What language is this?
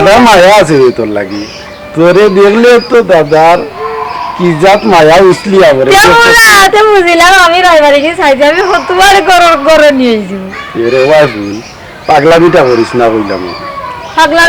Sylheti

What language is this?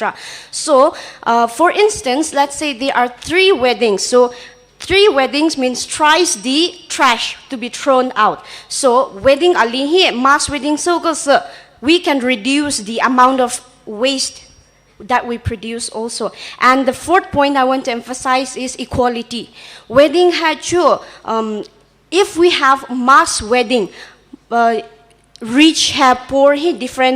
Poumei Naga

